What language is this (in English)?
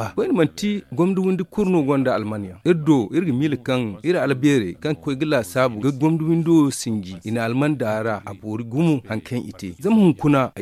Zarma